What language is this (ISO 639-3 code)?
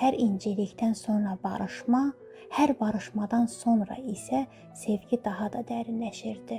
aze